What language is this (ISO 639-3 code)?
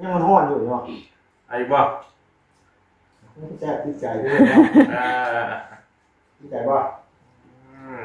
tts